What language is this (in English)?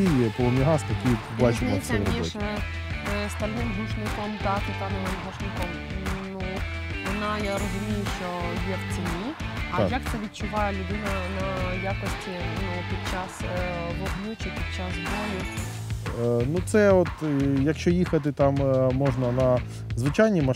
Ukrainian